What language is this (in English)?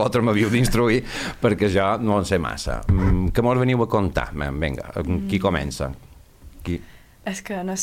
Catalan